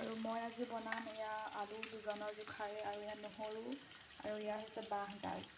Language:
Assamese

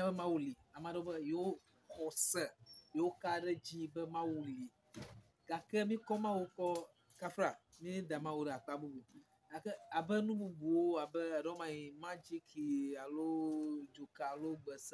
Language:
Ewe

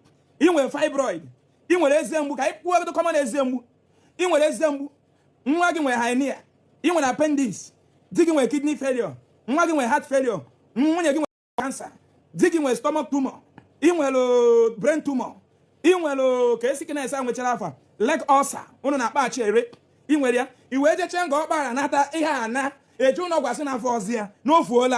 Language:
Igbo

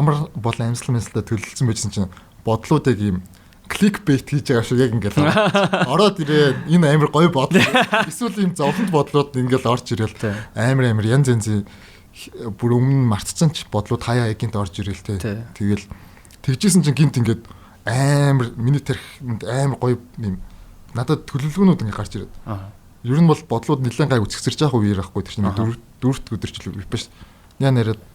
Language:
Mongolian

